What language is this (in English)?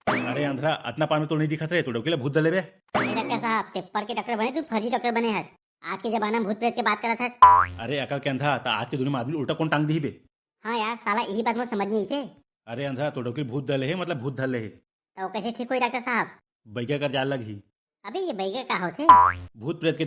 Chhattisgarhi